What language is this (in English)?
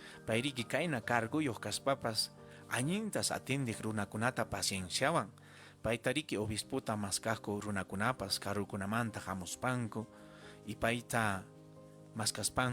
Ayacucho Quechua